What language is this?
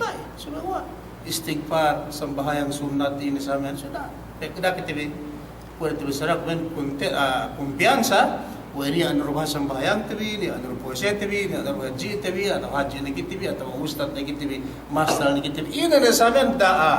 Yakan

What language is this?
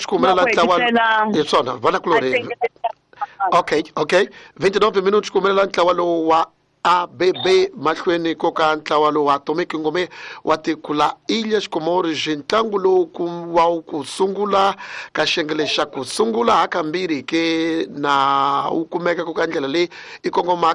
Tsonga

